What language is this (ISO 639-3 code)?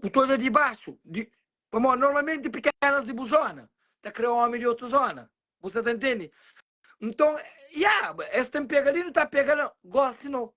kea